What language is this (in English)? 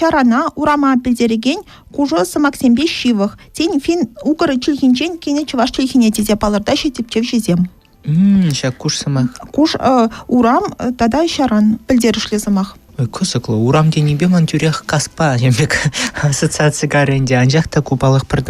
Chuvash